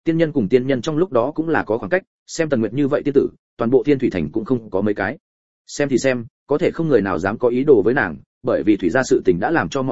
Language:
Vietnamese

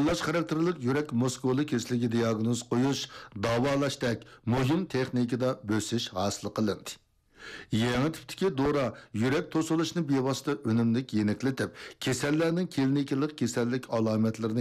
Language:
Uyghur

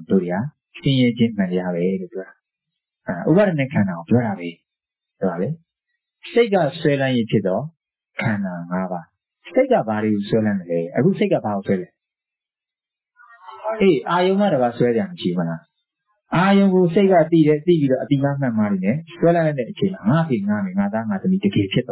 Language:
Burmese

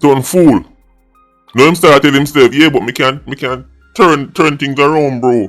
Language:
Jamaican Creole English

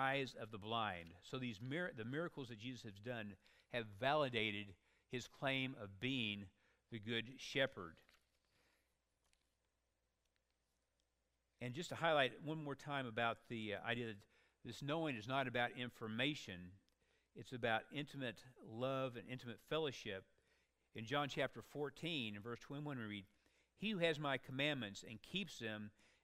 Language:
English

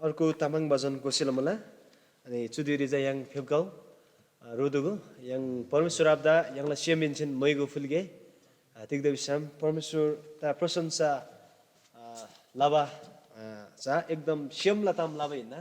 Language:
Eastern Tamang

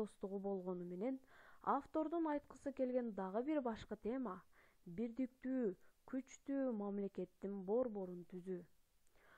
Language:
Kyrgyz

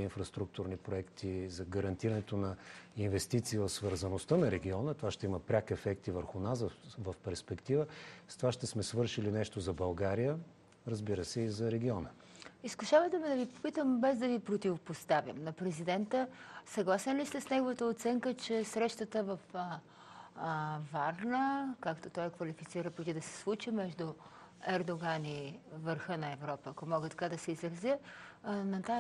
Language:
Bulgarian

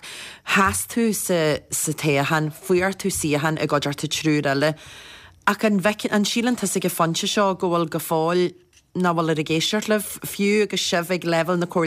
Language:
Irish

